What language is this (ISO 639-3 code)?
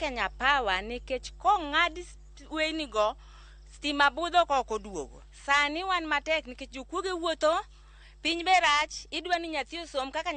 luo